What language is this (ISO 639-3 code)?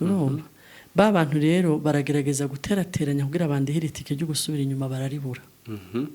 run